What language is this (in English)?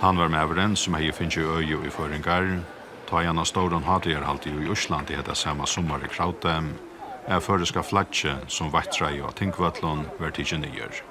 Faroese